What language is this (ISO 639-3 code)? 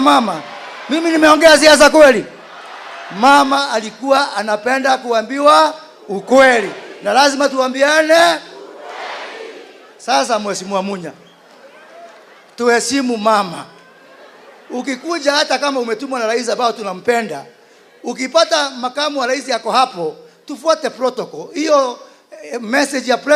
swa